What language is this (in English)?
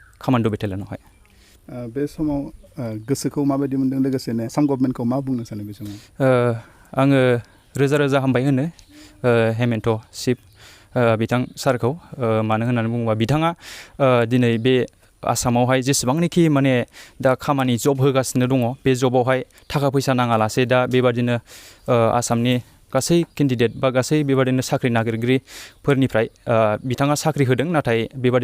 Bodo